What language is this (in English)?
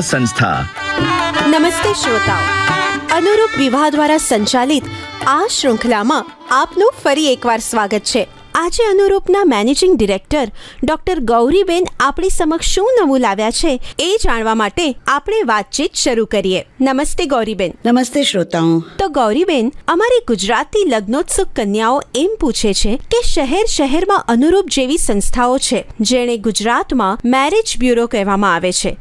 Gujarati